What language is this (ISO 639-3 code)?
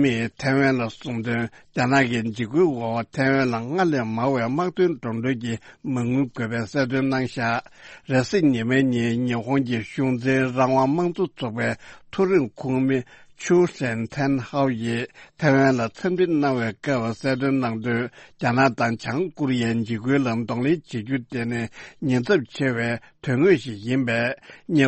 bod